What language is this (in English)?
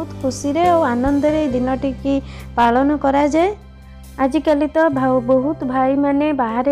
Odia